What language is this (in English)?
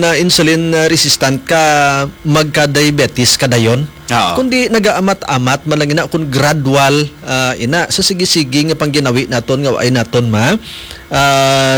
Hiligaynon